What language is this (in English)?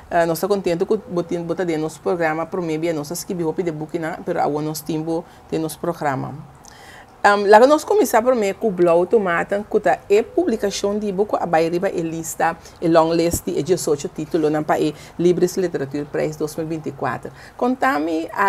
Papiamento